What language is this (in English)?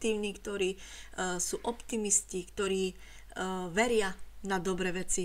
Slovak